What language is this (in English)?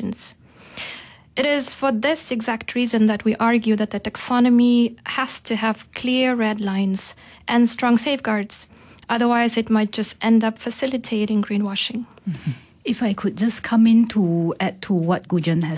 English